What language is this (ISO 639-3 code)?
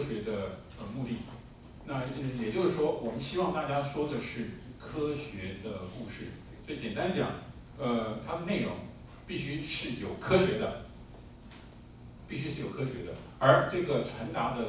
zho